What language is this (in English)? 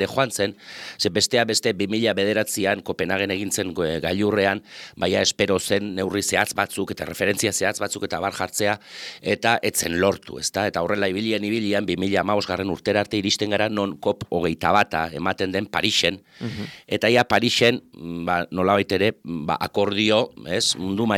Basque